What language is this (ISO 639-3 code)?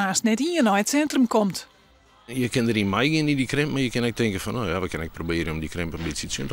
fry